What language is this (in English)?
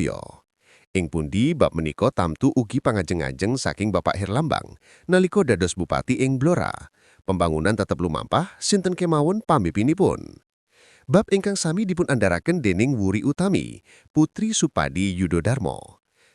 Javanese